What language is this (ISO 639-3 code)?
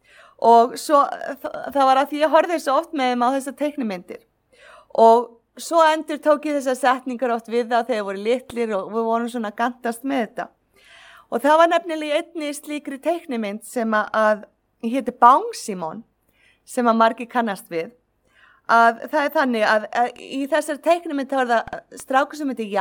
isl